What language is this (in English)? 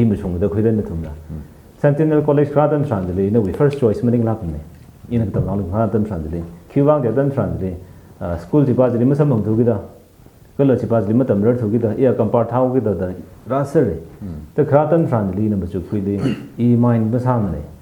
Tangkhul Naga (India)